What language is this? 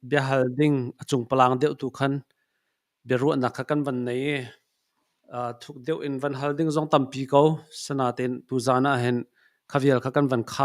Hakha Chin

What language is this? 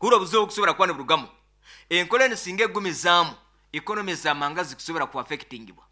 Nyoro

